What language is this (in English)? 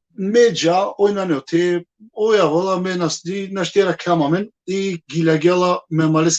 Balkan Romani